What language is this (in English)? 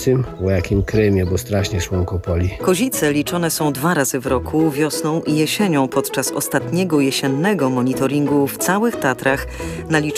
Polish